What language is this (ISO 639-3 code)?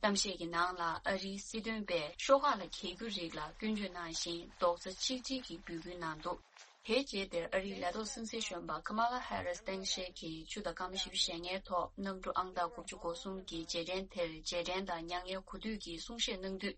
bod